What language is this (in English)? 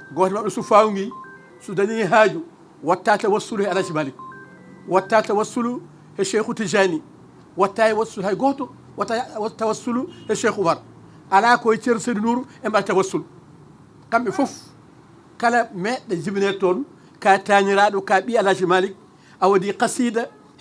Fula